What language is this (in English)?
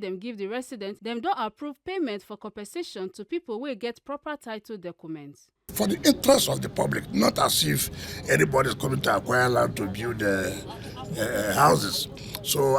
Nigerian Pidgin